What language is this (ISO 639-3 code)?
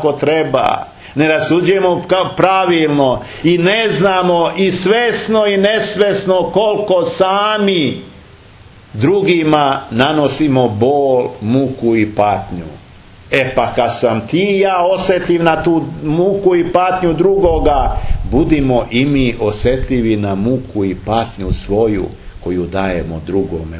srp